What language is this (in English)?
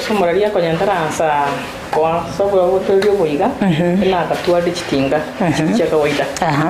Gusii